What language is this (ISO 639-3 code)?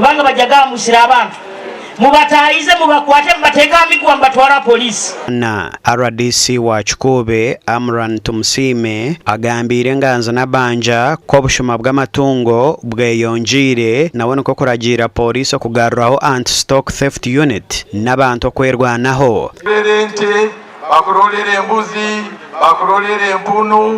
nyn